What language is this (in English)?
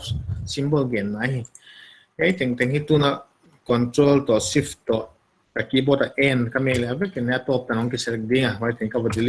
Paite Chin